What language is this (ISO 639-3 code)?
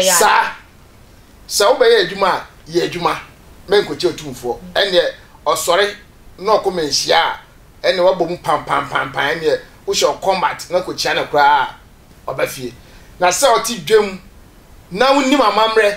aka